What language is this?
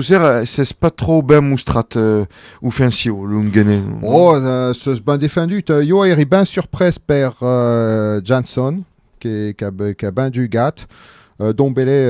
Occitan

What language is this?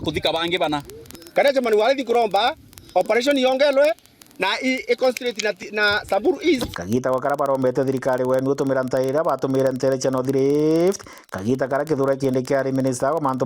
Meru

